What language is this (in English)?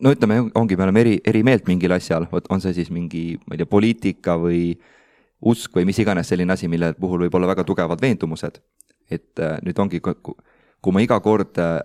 Estonian